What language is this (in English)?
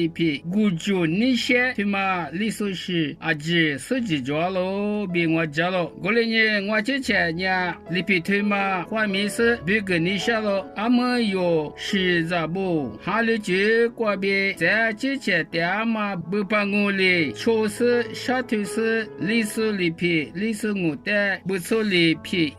Lisu